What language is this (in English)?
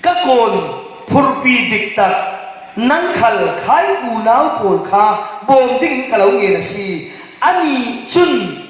Falam Chin